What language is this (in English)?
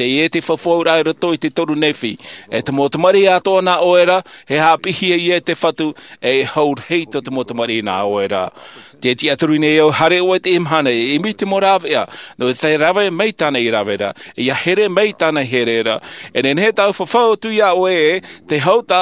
Tahitian